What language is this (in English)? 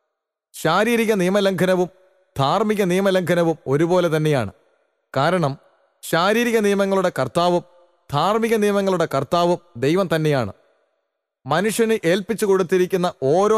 Malayalam